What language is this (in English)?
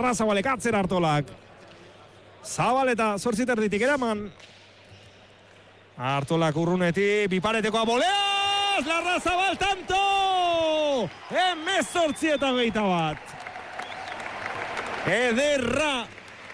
Basque